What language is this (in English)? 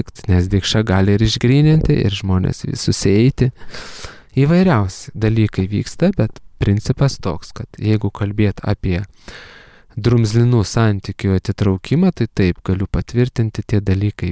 Lithuanian